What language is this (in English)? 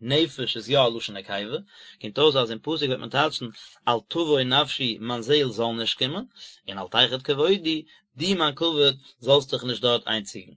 Yiddish